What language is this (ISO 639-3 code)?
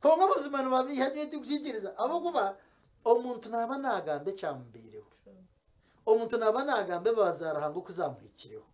nyn